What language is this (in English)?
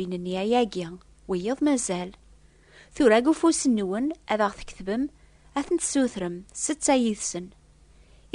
Kabyle